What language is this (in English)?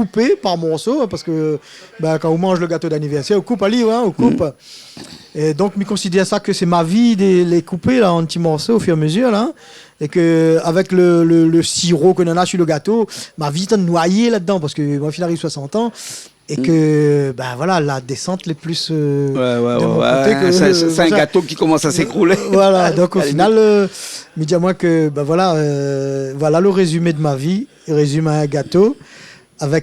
Réunion Creole French